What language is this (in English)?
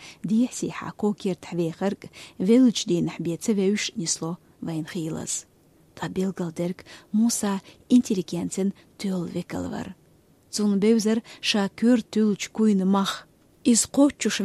Chechen